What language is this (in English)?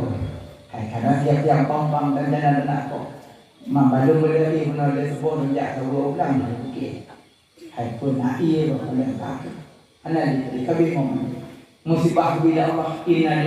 Achinese